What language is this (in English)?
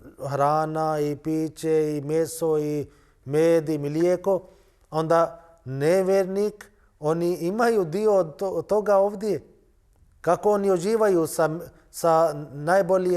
Bosnian